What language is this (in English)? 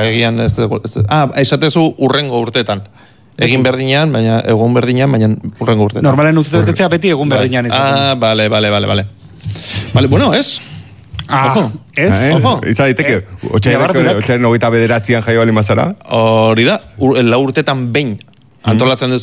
Basque